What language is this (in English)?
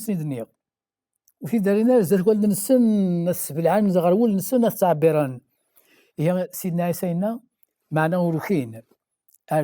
Kabyle